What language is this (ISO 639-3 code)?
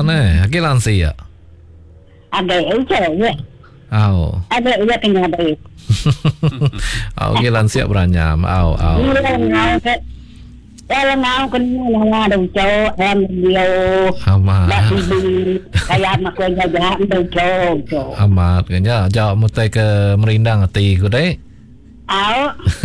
iba